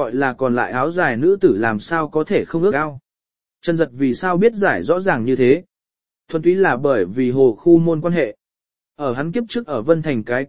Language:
Vietnamese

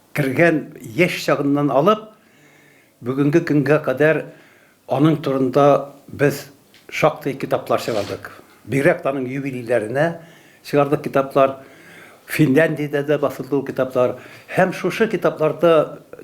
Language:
Tatar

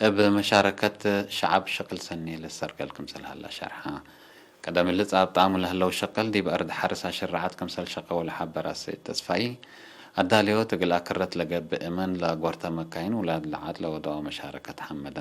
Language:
Tigre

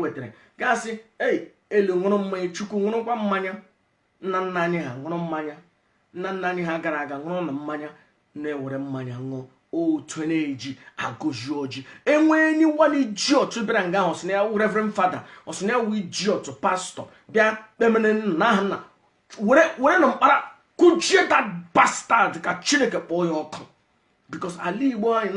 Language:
Igbo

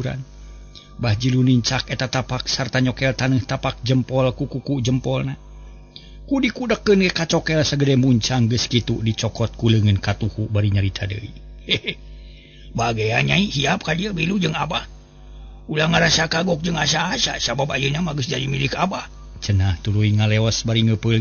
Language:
Sundanese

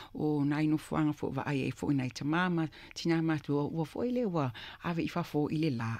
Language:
Samoan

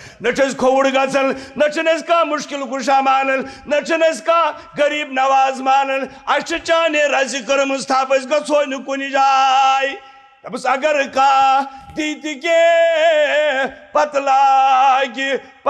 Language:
Kashmiri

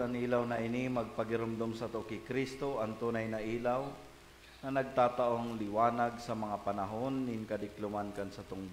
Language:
Bikol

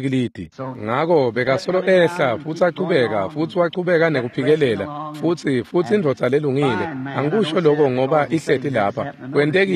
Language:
Swati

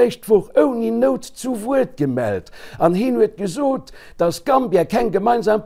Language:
Luxembourgish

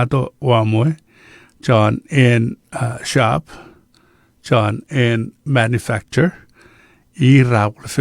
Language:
Chuukese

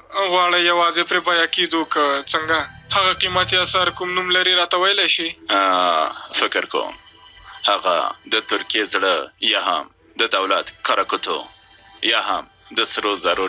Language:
Pashto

